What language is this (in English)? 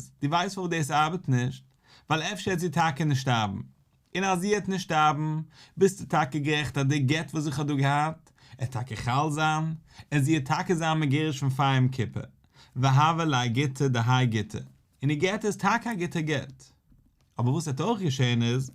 Yiddish